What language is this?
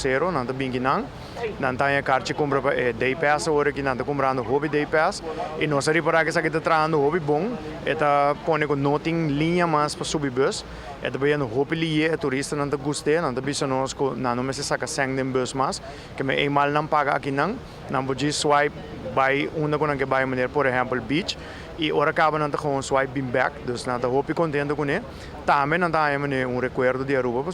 Papiamento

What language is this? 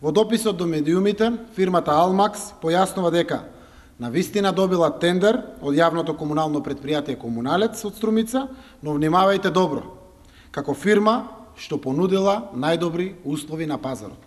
Macedonian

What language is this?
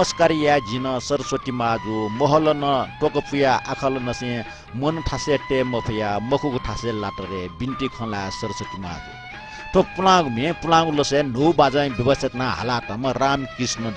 Newari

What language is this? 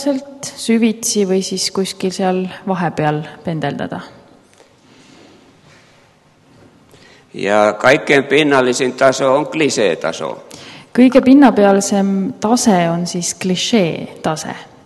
Estonian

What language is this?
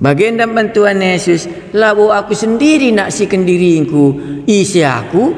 Batak Karo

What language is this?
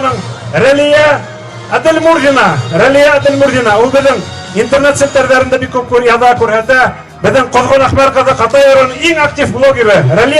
Bashkir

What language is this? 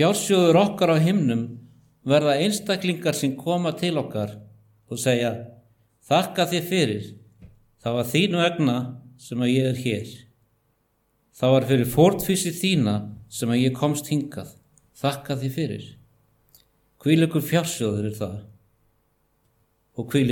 Icelandic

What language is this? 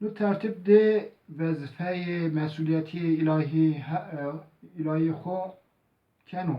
Zaza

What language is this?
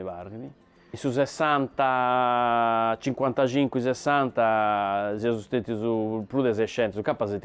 Sardinian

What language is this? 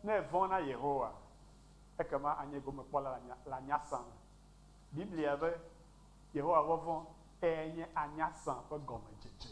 Ewe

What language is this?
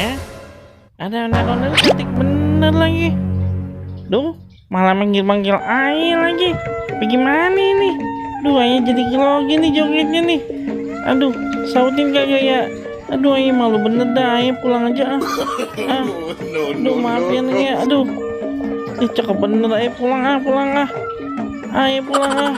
Betawi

